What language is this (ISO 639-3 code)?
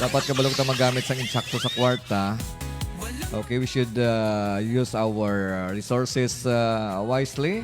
hil